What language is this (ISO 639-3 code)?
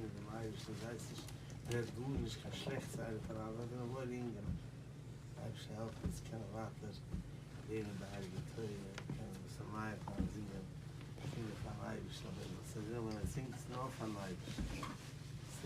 yid